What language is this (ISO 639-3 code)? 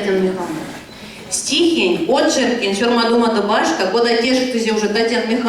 myv